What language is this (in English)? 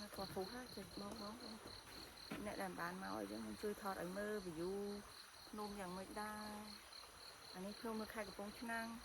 Khmer